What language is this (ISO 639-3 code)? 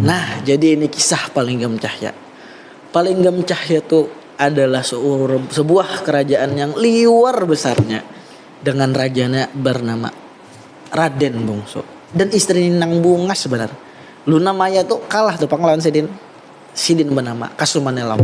bjn